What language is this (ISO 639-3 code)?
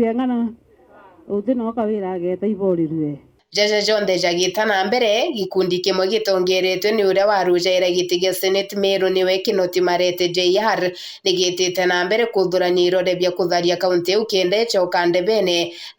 mer